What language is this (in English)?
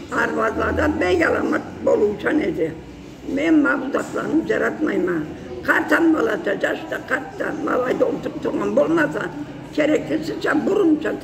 Karachay-Balkar